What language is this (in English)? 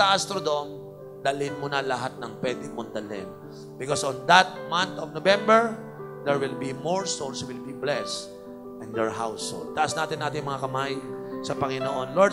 Filipino